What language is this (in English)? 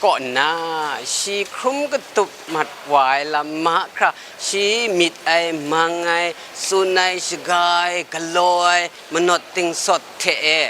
Kachin